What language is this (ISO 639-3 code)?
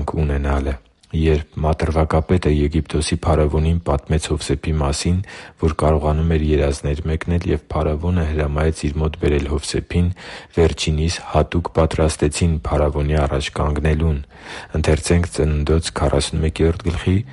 hye